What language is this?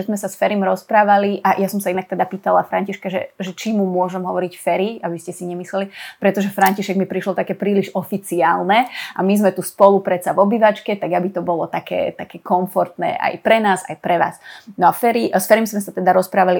Slovak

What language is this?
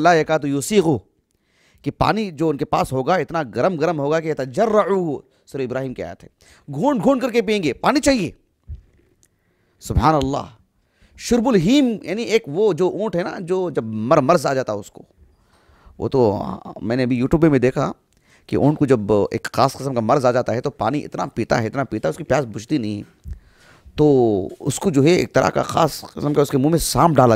Urdu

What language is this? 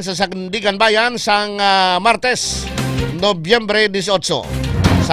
Hiligaynon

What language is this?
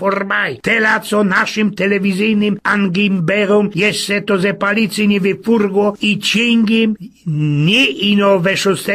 Silesian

